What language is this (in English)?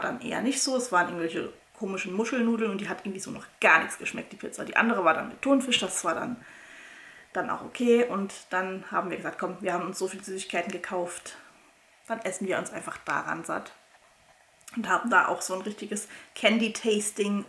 German